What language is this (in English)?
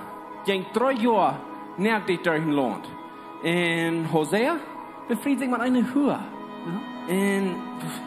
Plautdietsch